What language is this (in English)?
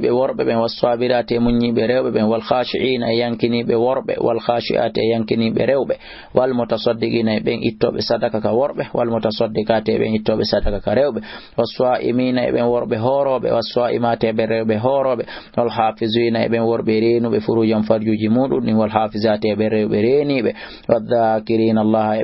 Fula